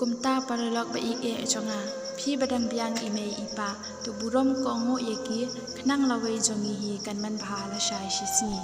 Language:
Khasi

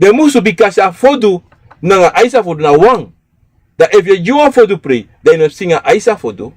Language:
Sranan Tongo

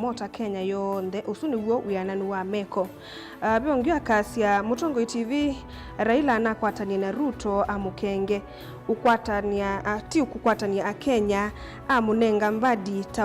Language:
Kamba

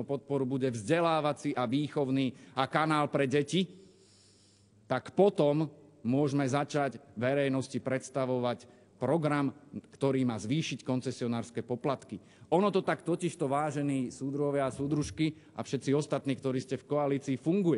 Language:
Slovak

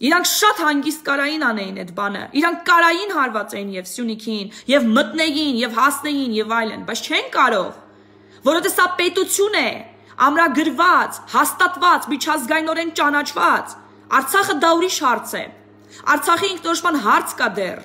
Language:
Armenian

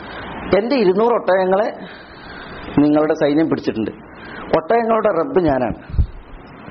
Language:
Malayalam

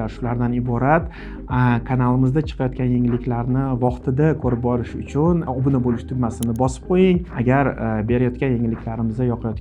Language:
Uzbek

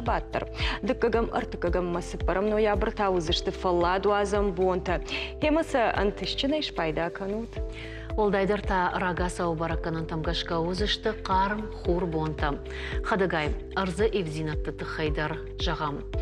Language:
Ossetic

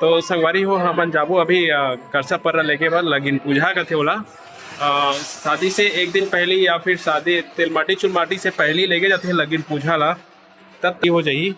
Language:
Chhattisgarhi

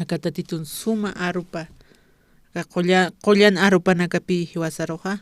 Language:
Aymara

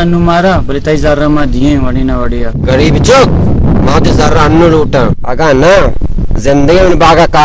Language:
Baluchi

